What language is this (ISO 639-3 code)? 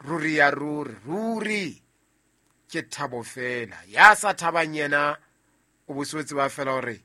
sot